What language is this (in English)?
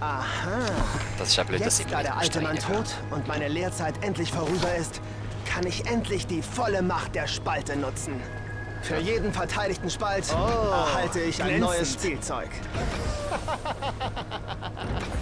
Swiss German